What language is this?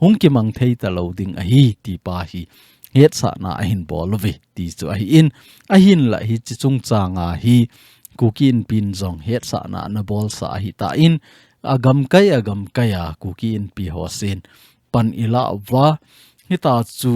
Thado Chin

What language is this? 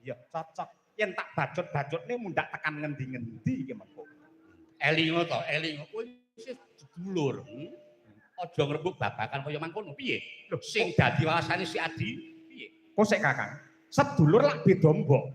Javanese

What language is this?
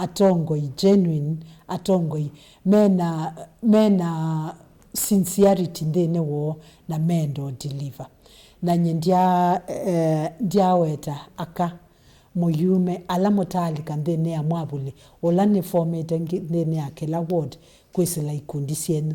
Kamba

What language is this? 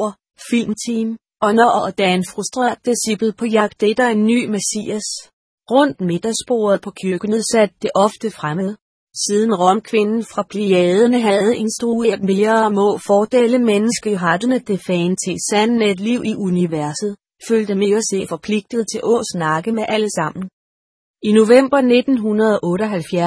Danish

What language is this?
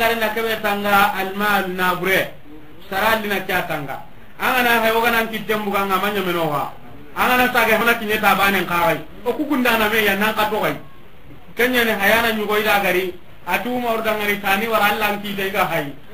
Soninke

